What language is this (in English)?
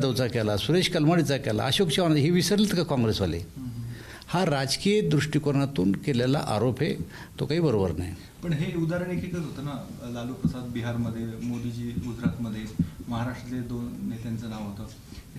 Marathi